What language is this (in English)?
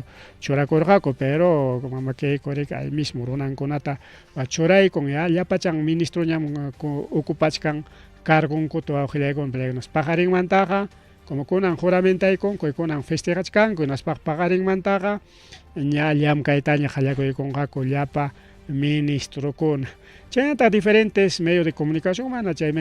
Ayacucho Quechua